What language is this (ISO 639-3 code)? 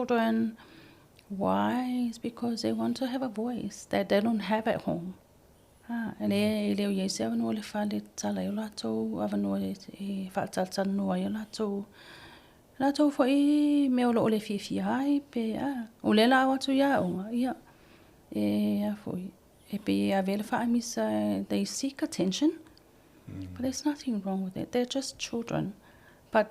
smo